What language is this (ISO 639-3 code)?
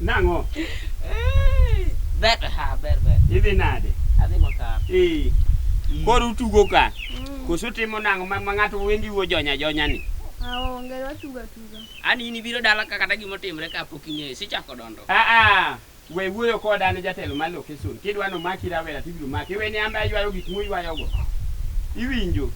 luo